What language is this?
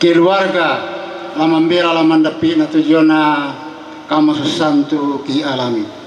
Toraja-Sa'dan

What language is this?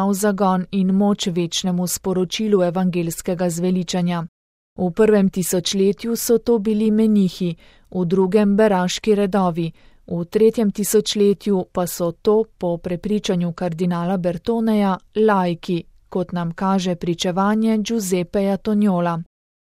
Slovenian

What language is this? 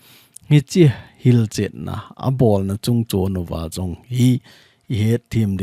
Thado Chin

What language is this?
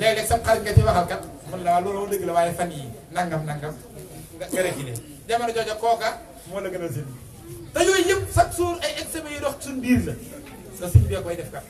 Wolof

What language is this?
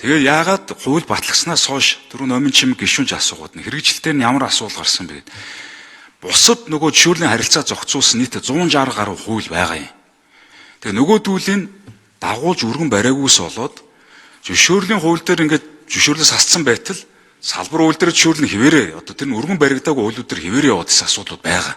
Mongolian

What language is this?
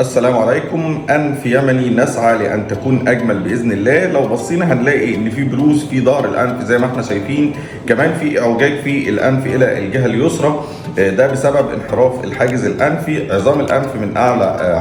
Egyptian Arabic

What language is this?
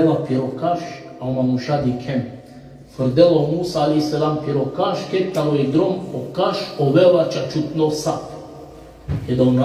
Balkan Romani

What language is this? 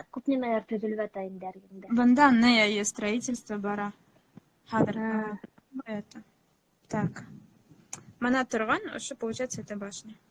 Bashkir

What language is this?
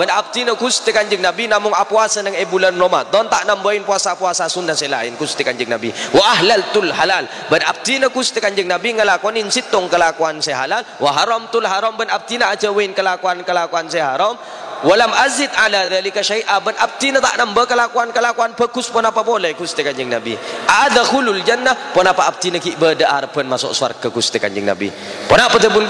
Madurese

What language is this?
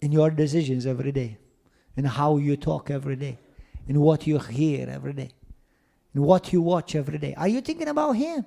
English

